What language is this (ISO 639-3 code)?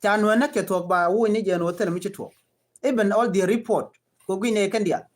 nus